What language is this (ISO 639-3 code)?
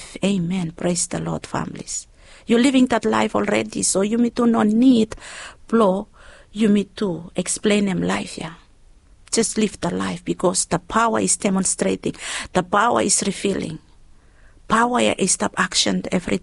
bis